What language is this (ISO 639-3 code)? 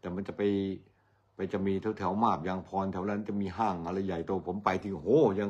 tha